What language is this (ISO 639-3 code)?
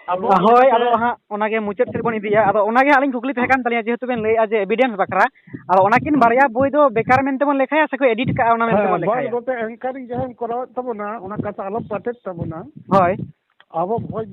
sat